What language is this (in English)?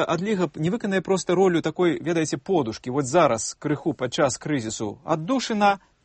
Belarusian